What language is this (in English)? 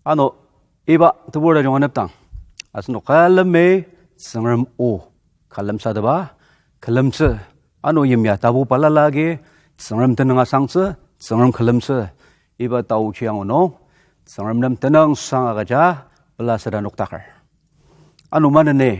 Ao Naga